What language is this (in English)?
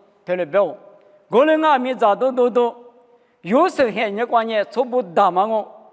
Lisu